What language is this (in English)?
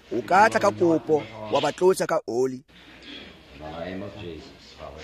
Tswana